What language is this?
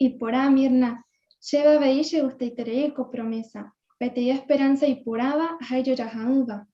Guarani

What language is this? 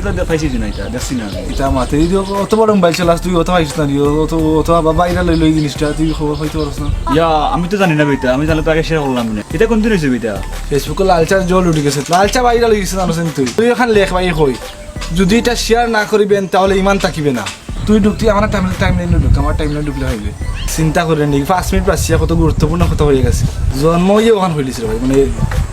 Sylheti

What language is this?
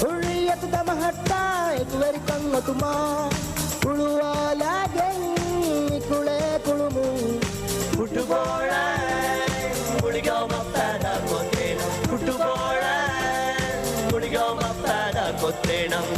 Divehi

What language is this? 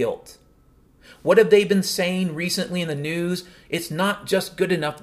English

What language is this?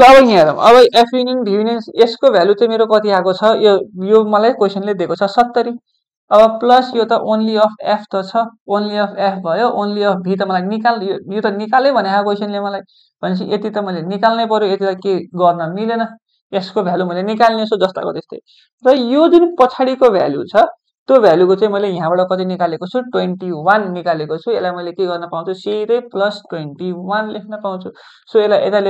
Nepali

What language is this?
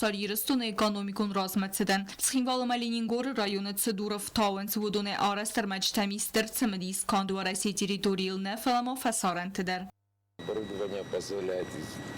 Ossetic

